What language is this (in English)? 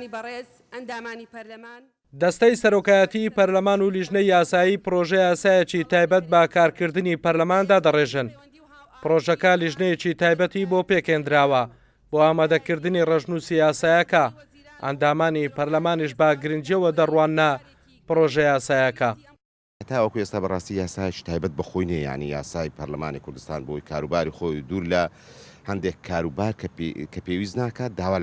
Central Kurdish